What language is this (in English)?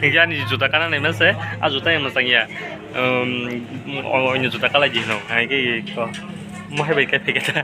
Kok Borok